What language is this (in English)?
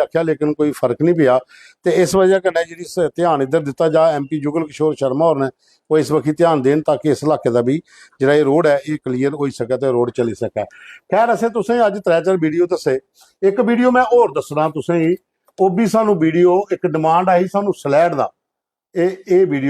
Dogri